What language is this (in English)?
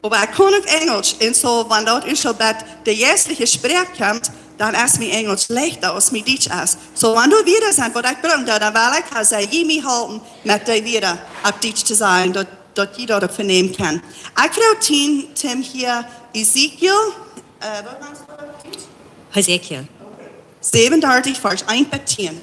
Plautdietsch